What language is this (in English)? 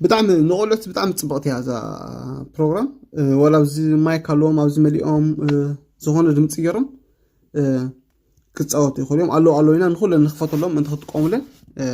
Tigrinya